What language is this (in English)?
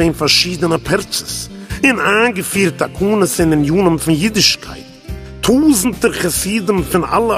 Yiddish